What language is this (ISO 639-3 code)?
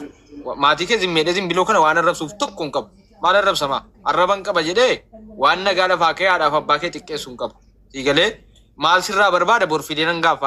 orm